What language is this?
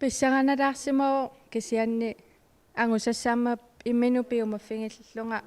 Kalaallisut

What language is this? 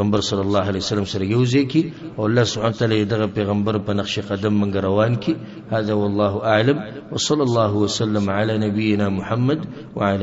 Pashto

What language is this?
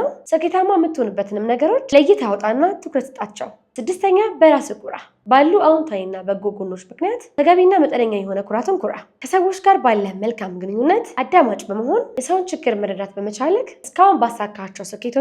Amharic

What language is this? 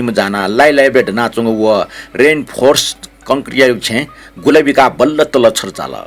Newari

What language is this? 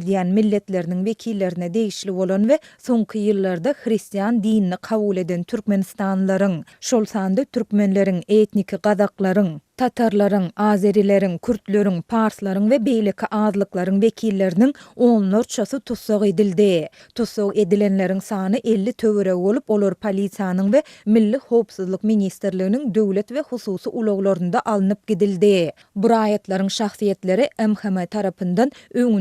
Turkmen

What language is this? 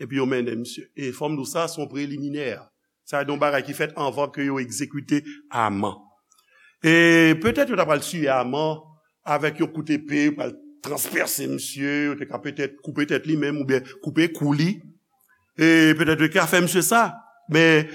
Haitian Creole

